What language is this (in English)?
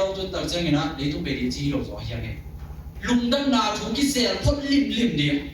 Tedim Chin